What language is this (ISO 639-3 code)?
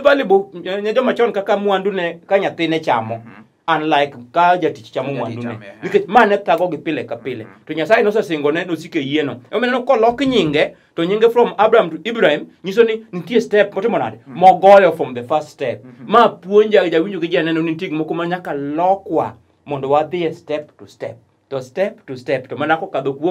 luo